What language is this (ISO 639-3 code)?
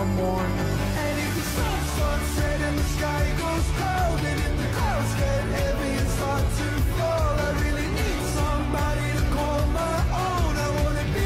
eng